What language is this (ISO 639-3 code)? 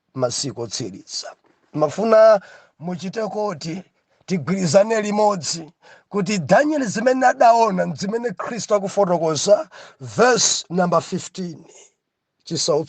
nya